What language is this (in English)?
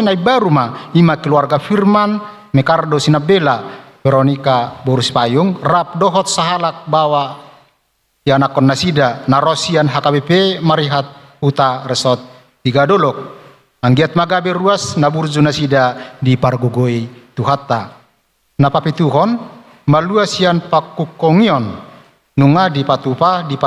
Batak Toba